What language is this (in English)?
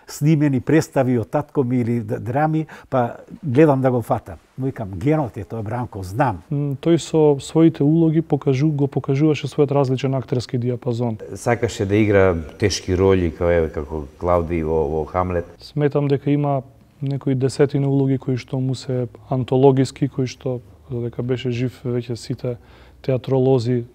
Macedonian